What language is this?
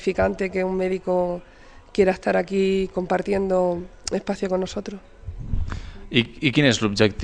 Catalan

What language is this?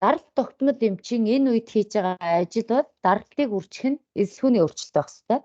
Mongolian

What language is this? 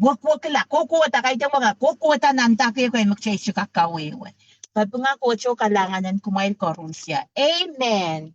Pohnpeian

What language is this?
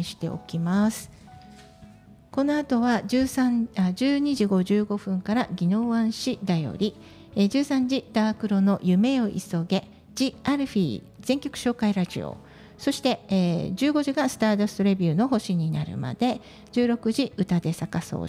Japanese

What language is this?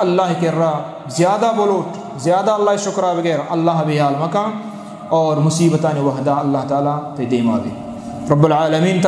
Eastern Balochi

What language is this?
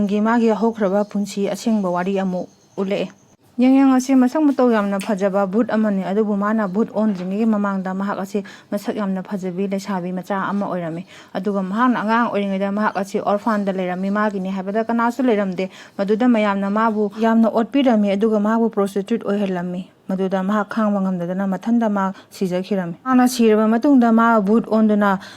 Manipuri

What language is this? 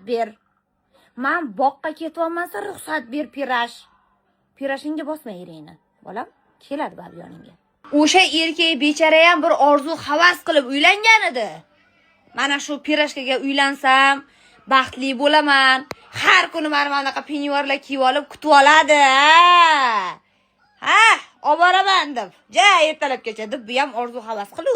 Uzbek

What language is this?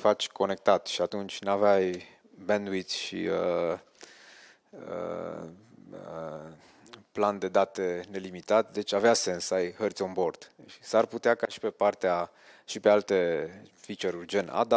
Romanian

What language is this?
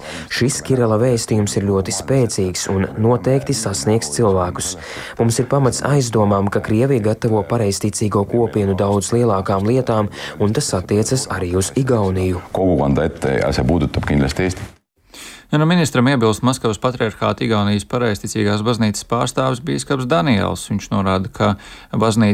Latvian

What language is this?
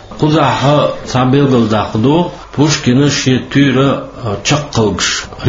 Chechen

